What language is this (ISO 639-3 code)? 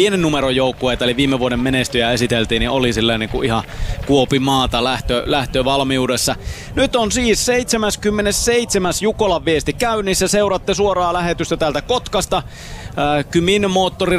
fin